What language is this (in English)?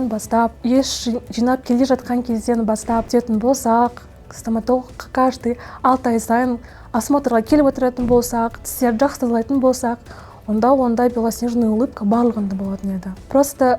Kazakh